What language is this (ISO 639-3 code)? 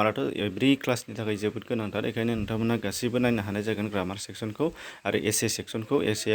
brx